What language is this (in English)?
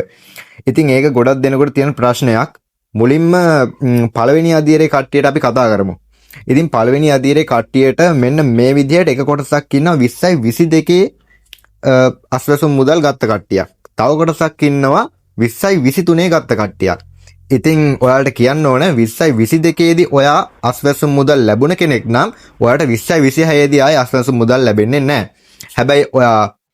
Sinhala